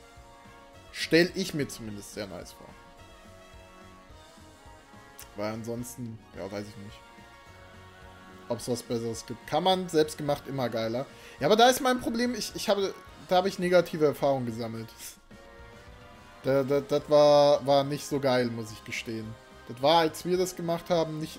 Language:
German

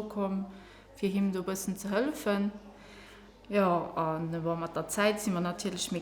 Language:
Luxembourgish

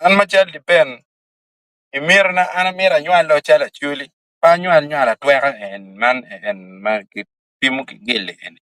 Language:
Acoli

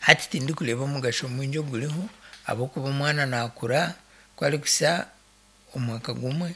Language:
Nyankole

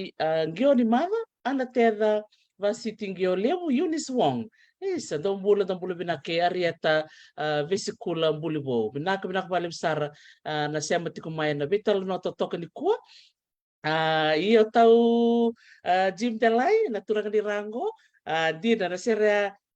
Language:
Fijian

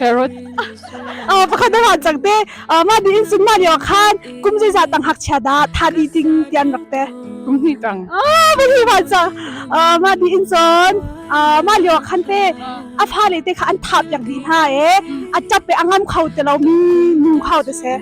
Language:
Hakha Chin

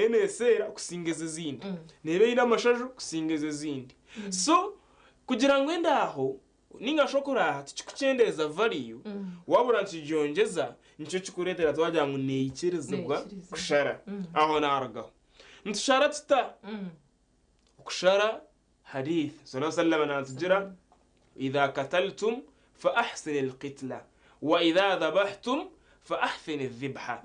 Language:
Nyankole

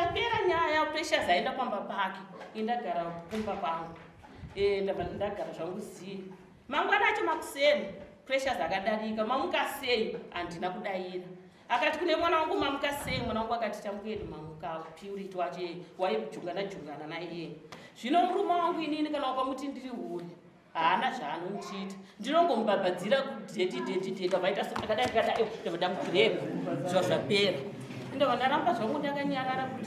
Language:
Shona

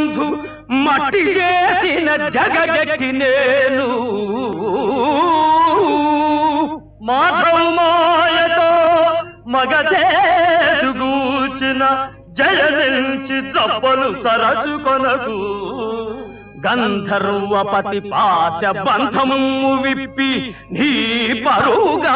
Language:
Telugu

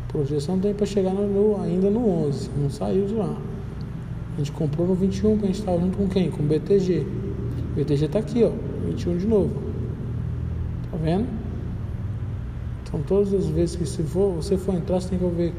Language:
Portuguese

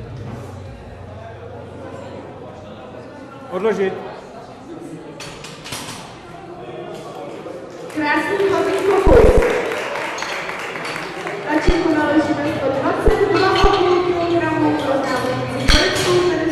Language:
Czech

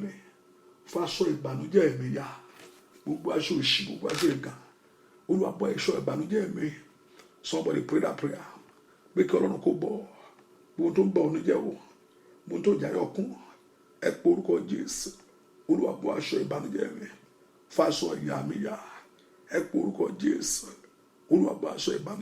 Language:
Yoruba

